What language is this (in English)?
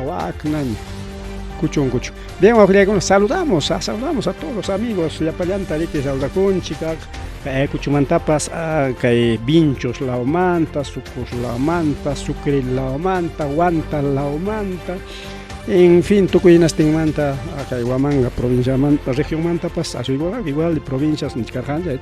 Ayacucho Quechua